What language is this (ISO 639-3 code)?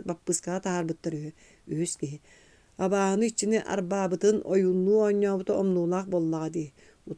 sah